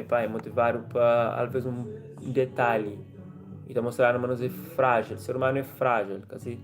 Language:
Kabuverdianu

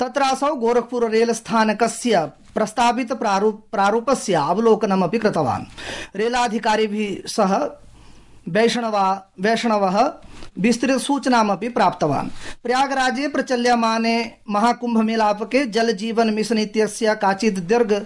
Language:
Sanskrit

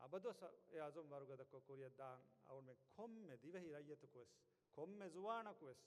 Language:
Divehi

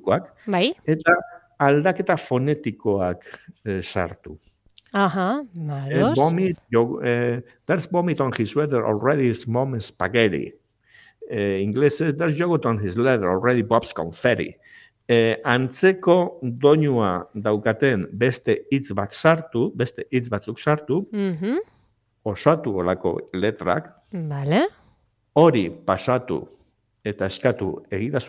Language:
Basque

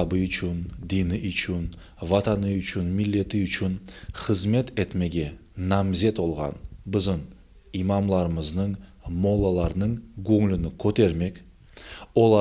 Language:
Crimean Tatar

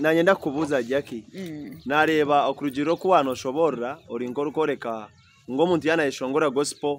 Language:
Nyankole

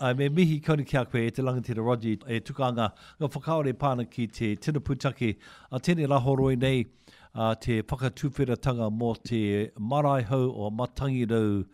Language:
Māori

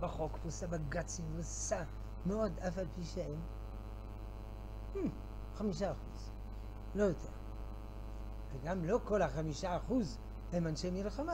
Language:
Hebrew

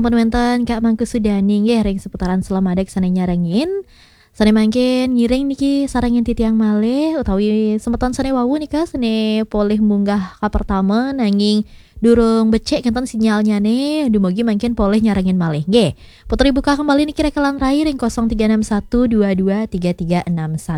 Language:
Balinese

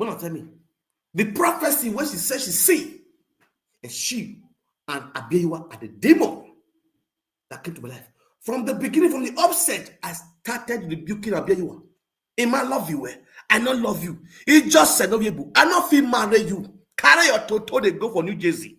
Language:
Nigerian Pidgin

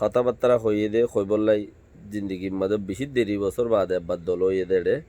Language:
Rohingya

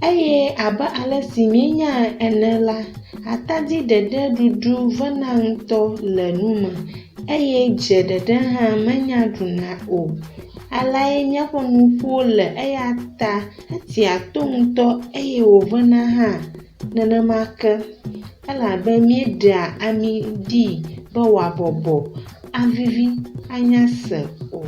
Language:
Ewe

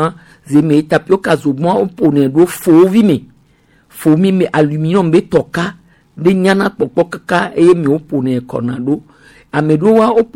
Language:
Gen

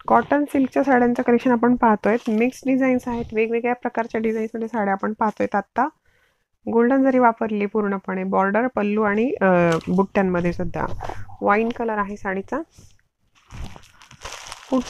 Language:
Marathi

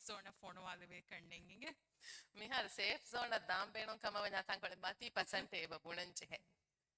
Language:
Divehi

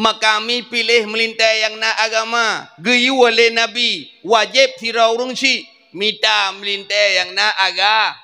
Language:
Achinese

